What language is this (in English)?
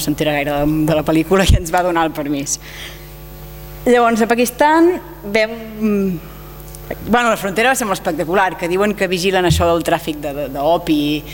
Catalan